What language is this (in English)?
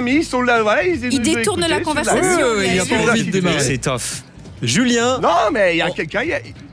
French